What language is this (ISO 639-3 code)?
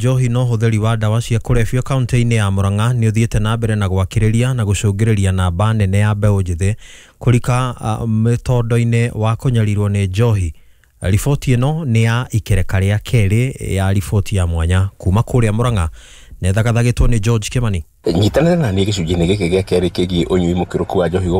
kik